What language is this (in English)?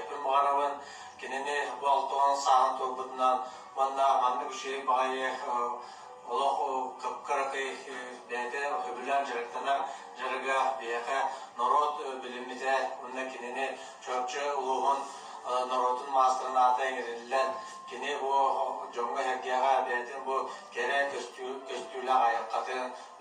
Yakut